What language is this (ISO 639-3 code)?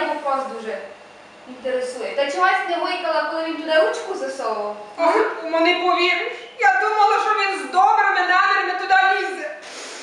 rue